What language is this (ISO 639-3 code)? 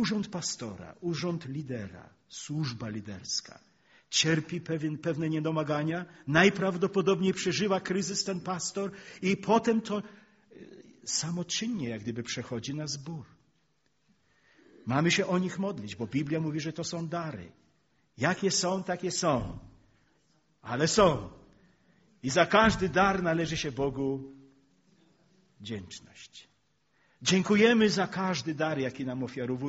pol